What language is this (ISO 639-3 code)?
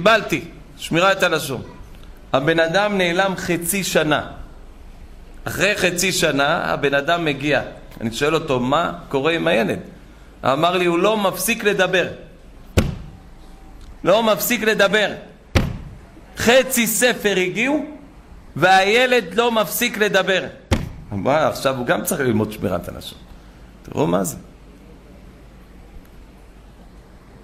heb